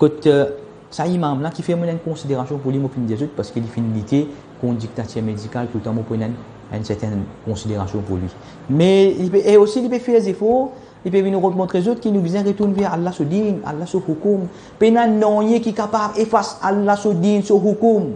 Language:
Morisyen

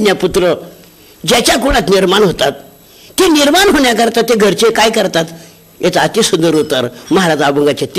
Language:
Marathi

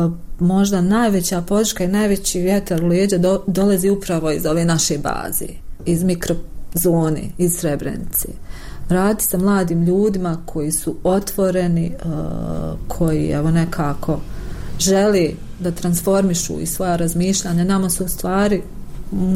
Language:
Bosnian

